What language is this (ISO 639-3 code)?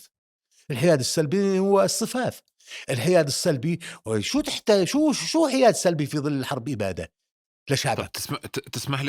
apc